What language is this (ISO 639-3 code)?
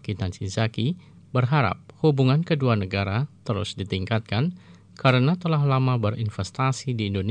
ind